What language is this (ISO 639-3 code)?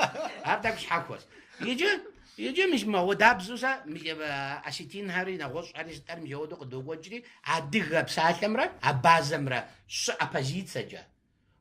kbd